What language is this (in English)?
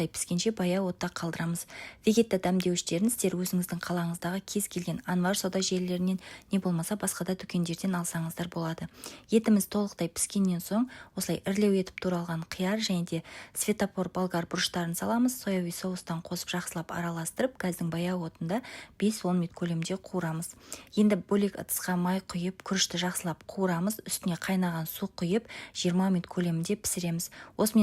Kazakh